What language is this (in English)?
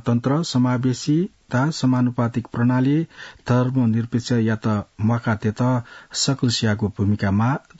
Newari